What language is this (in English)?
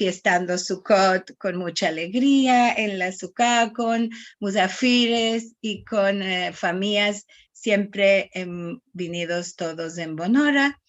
Ladino